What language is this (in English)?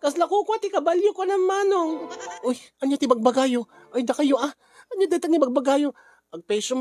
Iloko